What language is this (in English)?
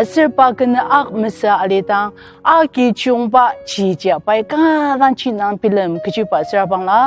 Ao Naga